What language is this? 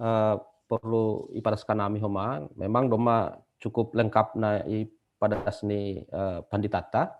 Batak Simalungun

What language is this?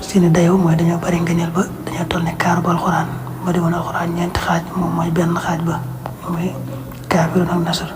Wolof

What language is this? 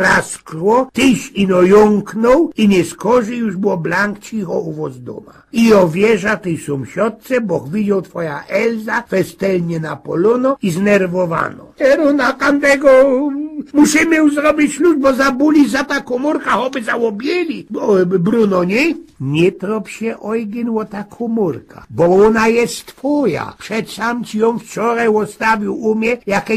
Silesian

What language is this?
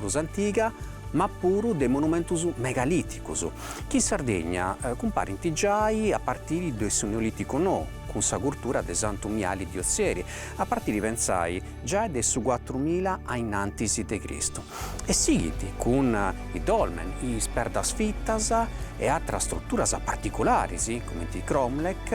Sardinian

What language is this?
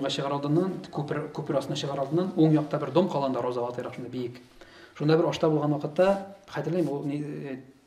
Tatar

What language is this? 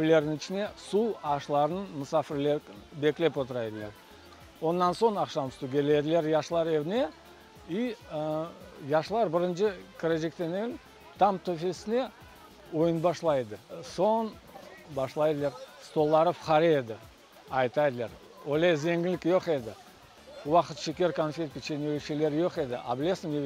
Crimean Tatar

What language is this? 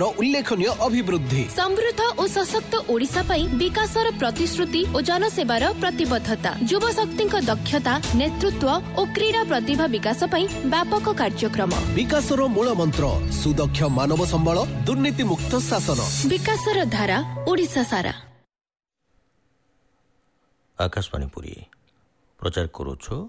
Odia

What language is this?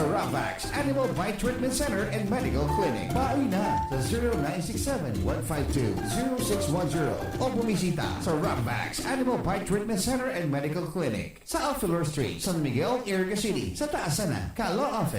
Bikol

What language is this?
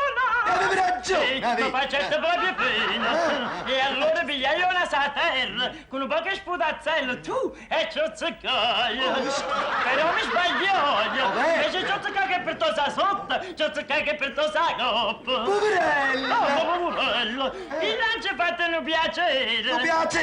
Neapolitan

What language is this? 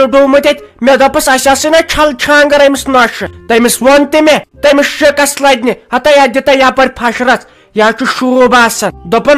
Kashmiri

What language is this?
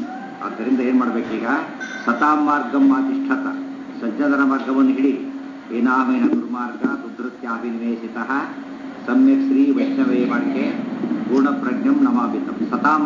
Kannada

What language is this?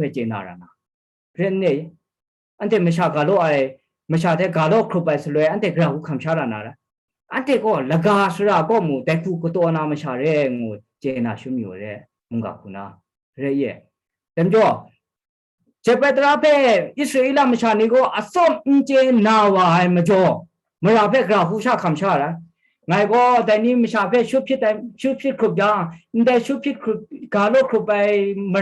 Kachin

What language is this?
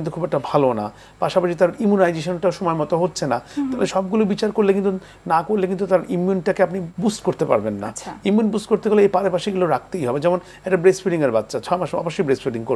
Bangla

